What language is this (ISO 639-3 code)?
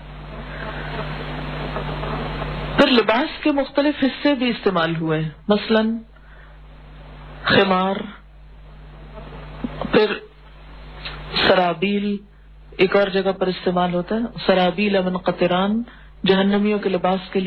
urd